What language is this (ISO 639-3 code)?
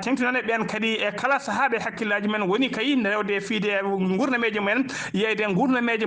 ful